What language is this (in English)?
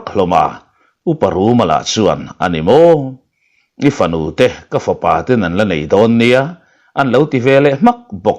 Mizo